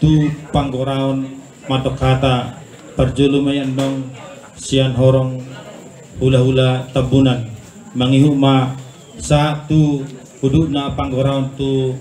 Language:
Batak Toba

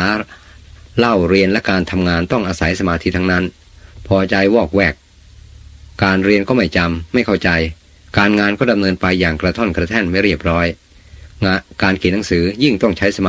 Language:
Thai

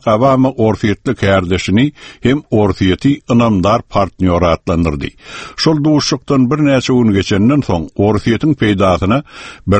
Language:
Turkmen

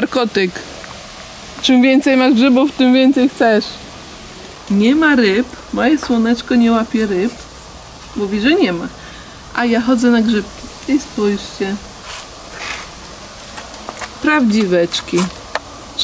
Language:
Polish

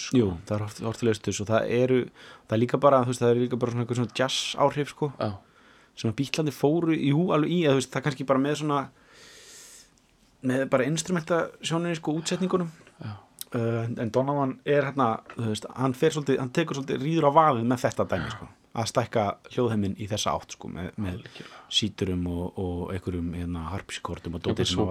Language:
Icelandic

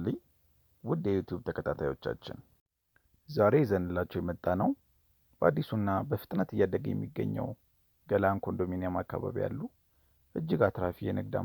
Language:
Amharic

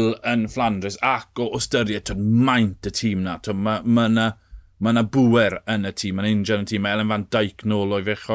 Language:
Welsh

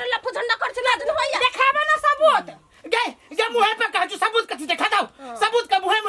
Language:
Maithili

